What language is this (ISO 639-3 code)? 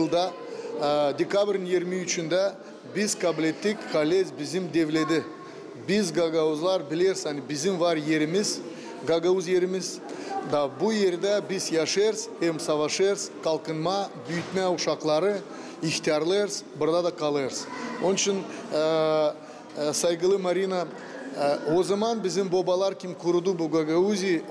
gag